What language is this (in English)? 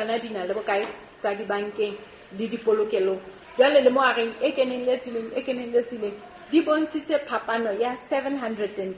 Southern Sotho